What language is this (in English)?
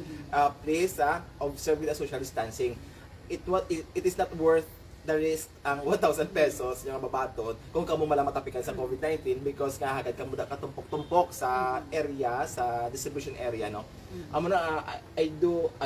Hiligaynon